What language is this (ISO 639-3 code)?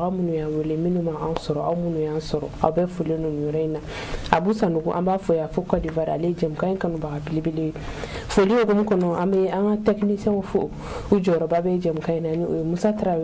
bam